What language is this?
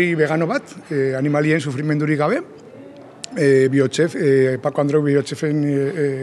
Basque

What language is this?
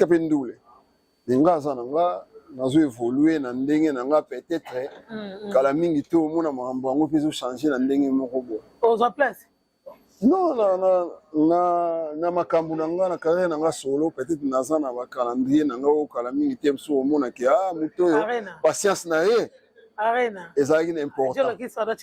Lingala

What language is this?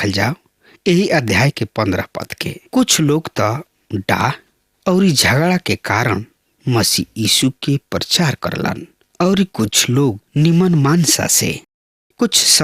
Bhojpuri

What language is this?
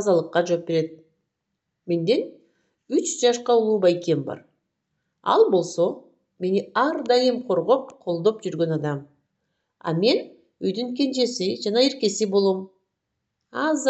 Kyrgyz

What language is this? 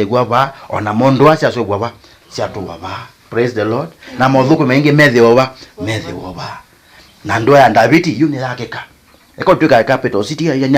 Kamba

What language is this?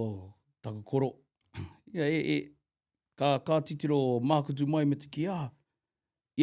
Māori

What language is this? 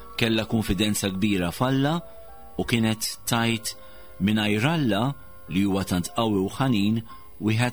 Maltese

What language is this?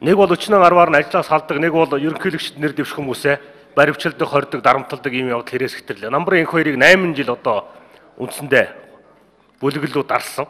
Mongolian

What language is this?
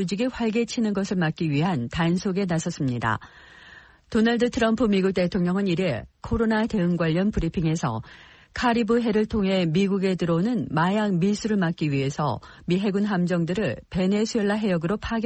Korean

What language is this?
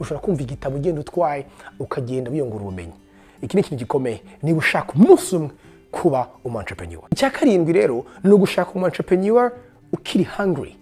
Kinyarwanda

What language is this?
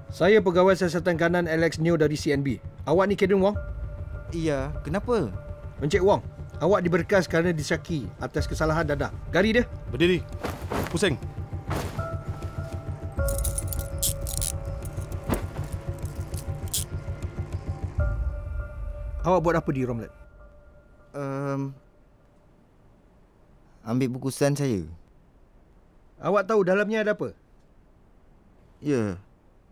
Malay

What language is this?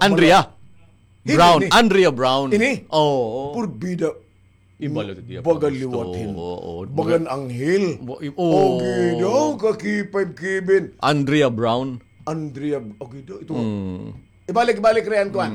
Waray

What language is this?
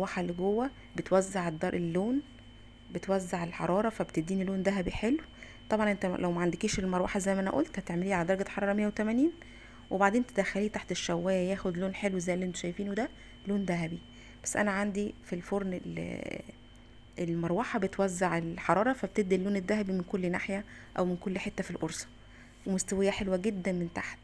Egyptian Arabic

